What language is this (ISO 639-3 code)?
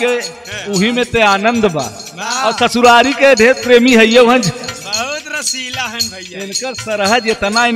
bho